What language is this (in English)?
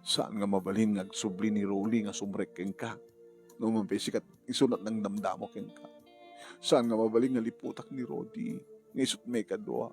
Iloko